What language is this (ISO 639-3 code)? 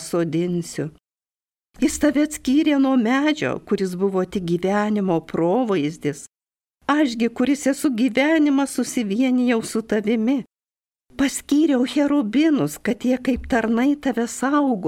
lit